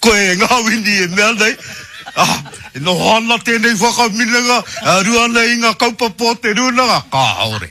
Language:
Māori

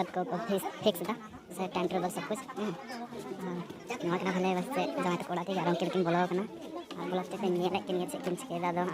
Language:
Santali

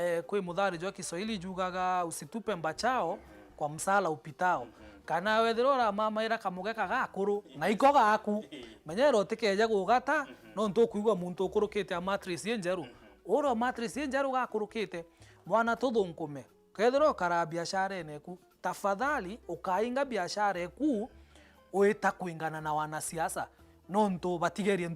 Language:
Meru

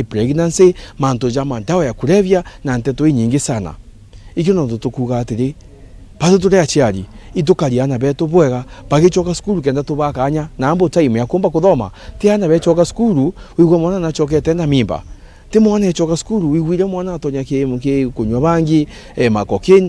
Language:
Meru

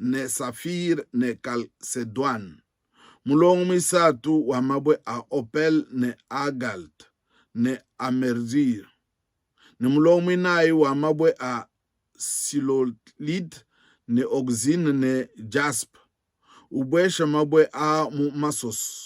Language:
Luba-Lulua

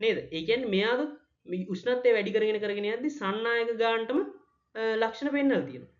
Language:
Sinhala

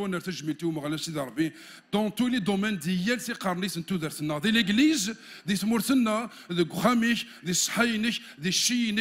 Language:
Kabyle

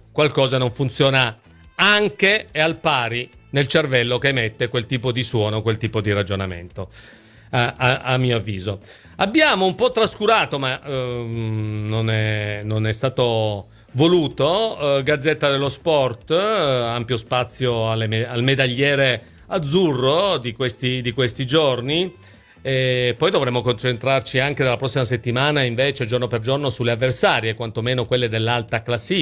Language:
Italian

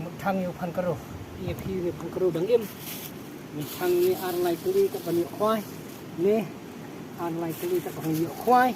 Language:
Khasi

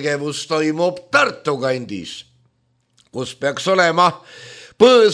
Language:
Estonian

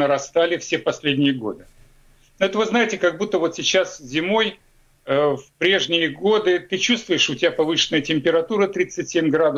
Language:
Russian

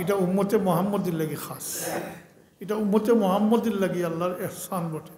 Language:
Sylheti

